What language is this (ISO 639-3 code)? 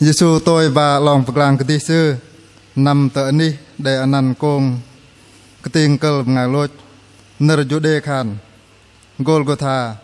bdq